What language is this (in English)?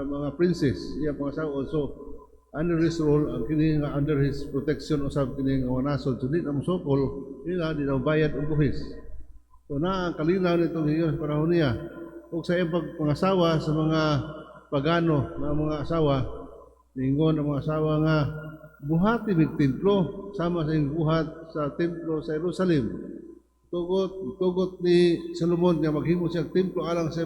Cebuano